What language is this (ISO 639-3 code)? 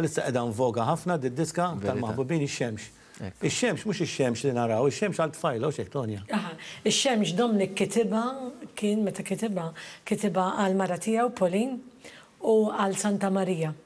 mlt